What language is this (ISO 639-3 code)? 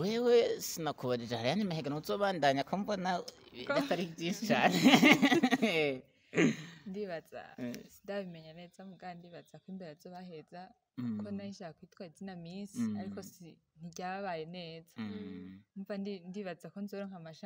run